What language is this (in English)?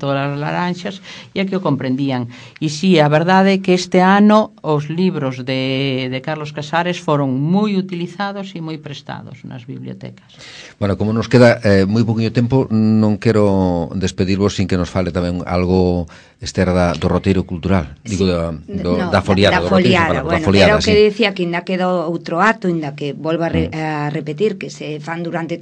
Galician